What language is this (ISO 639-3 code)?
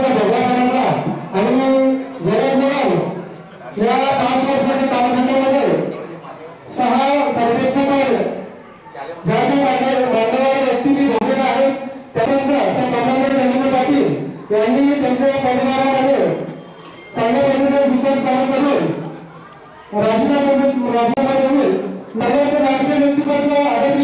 mar